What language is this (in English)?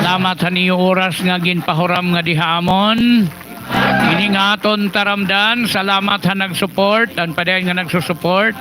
Waray